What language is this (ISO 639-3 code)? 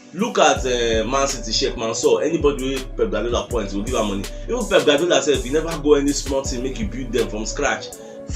pcm